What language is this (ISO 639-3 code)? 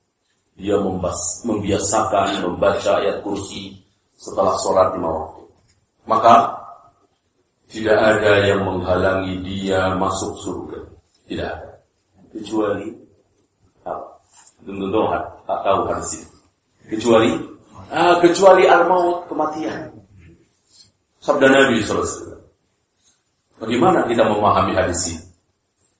ind